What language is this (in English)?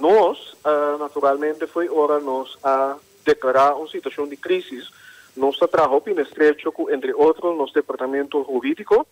Papiamento